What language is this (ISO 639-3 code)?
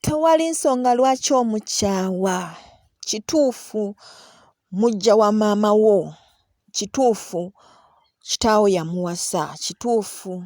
lug